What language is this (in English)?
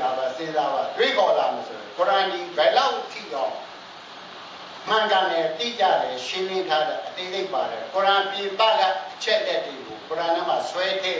Burmese